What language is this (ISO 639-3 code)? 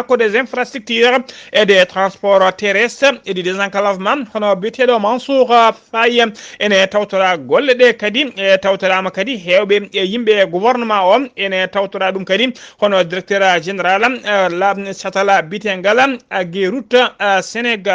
ful